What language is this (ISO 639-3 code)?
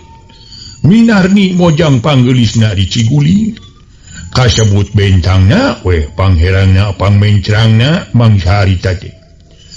sun